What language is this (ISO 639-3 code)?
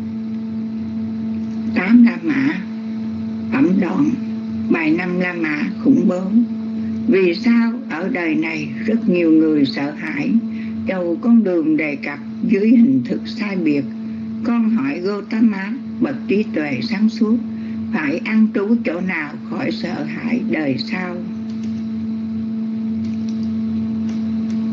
vie